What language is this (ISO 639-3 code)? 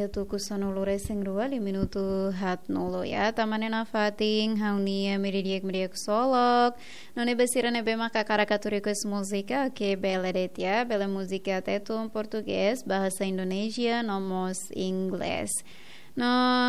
tet